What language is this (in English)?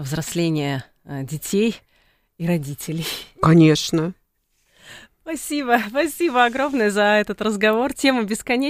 Russian